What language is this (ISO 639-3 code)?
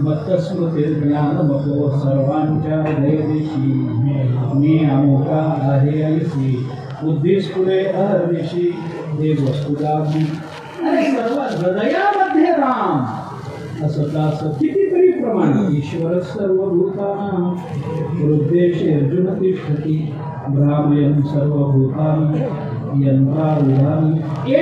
mar